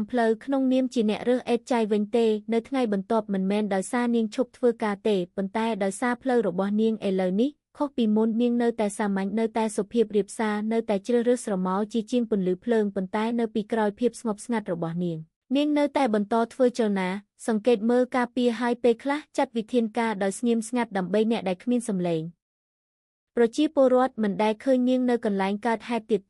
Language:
Khmer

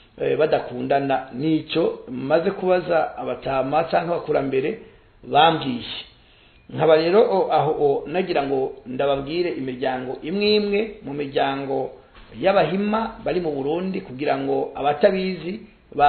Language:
Rundi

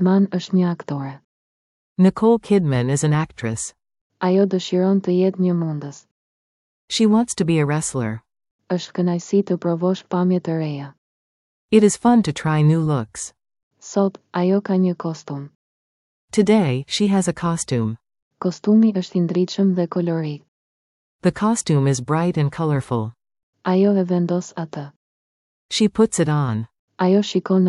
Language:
Albanian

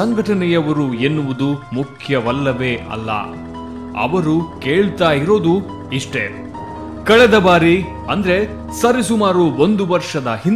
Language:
Kannada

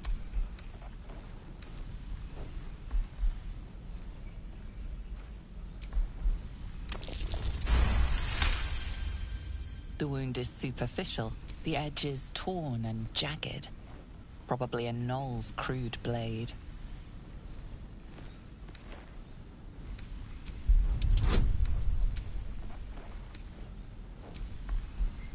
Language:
English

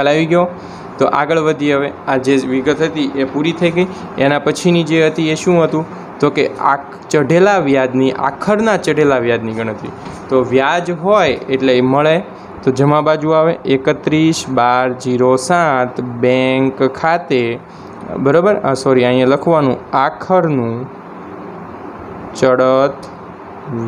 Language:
Gujarati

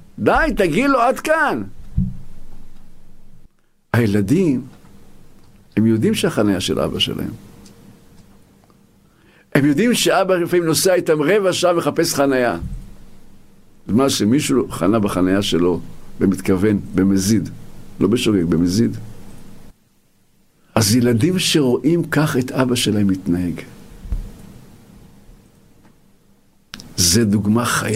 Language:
Hebrew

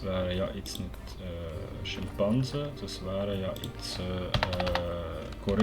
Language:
Swiss German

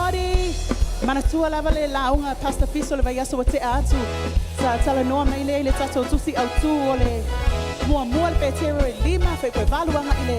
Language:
Samoan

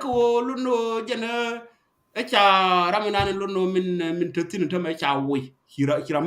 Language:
Nuer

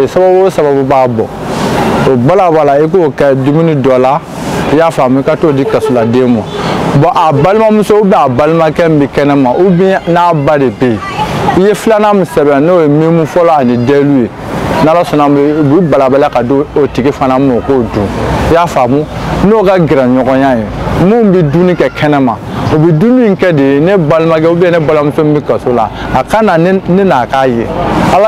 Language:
Bambara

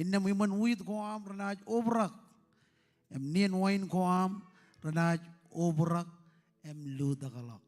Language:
Marshallese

